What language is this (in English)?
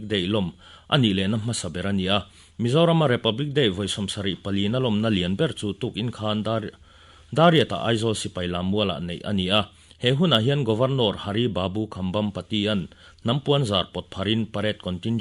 Mizo